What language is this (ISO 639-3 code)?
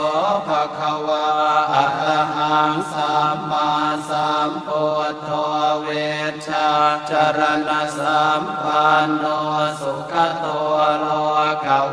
pli